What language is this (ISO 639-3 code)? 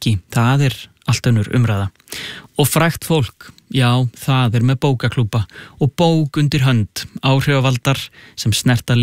isl